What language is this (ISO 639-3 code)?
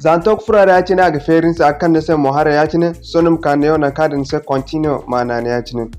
dje